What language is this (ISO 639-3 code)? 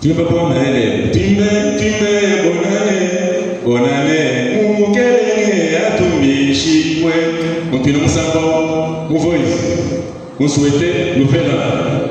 lua